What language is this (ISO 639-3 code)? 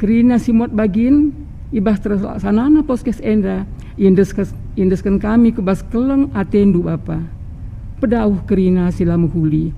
btx